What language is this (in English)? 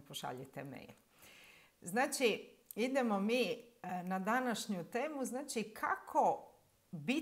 Croatian